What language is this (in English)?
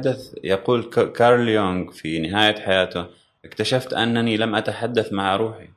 Gulf Arabic